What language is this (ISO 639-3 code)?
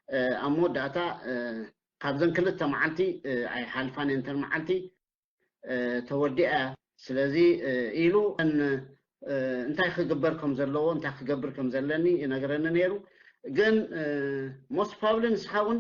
tir